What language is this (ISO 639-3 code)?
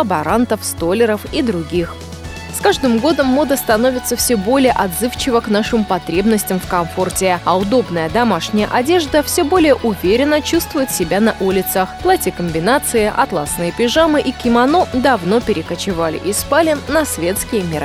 rus